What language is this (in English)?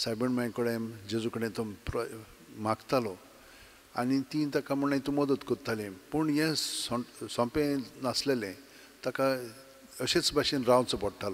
Konkani